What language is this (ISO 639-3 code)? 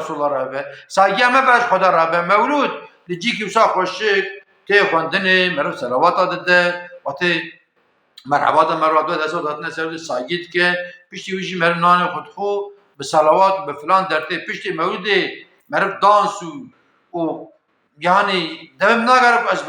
kur